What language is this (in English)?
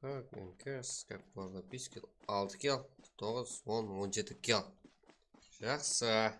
Kara-Kalpak